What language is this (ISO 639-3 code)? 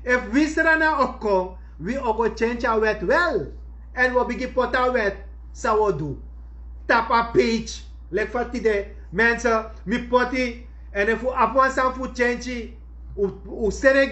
srn